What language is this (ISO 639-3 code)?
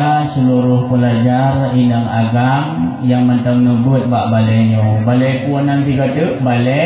ace